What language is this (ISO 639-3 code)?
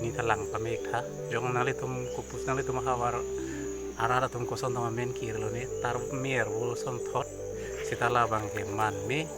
mjw